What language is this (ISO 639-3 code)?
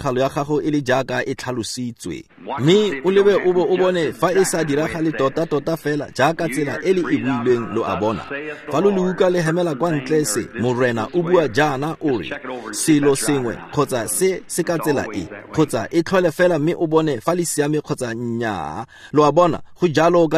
tsn